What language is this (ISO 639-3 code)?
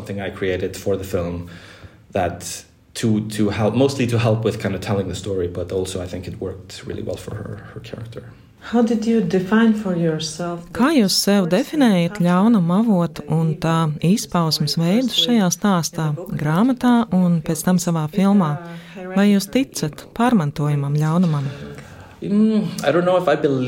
lav